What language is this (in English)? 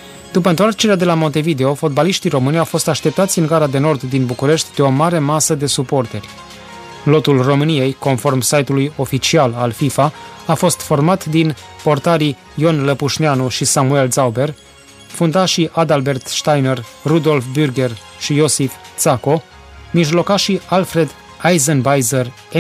Romanian